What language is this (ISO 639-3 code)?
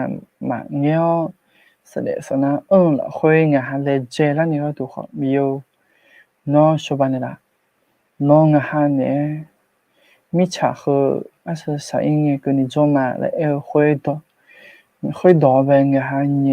ahk